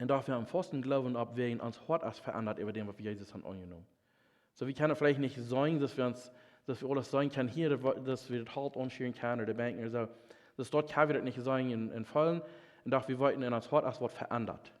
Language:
Plautdietsch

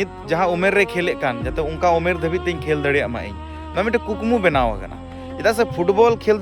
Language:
Santali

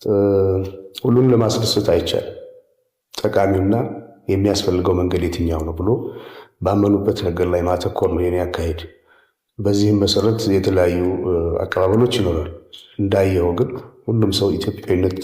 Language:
Amharic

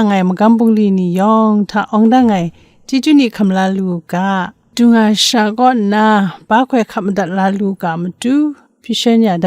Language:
Kachin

